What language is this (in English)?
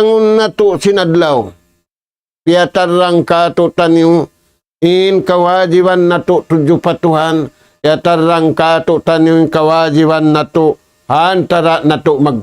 Tausug